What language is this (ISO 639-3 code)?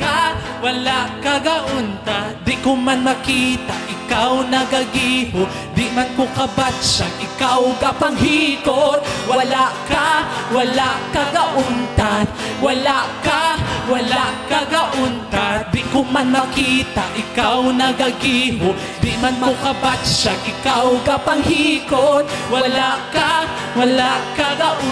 hil